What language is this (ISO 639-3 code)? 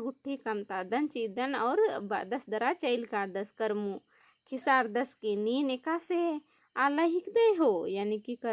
kru